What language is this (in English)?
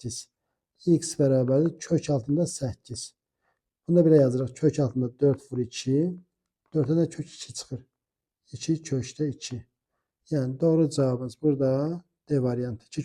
Azerbaijani